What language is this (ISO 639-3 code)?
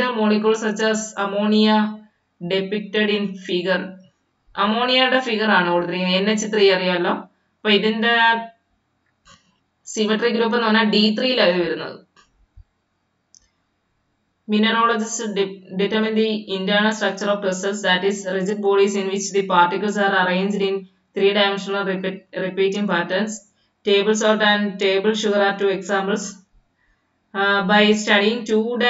mal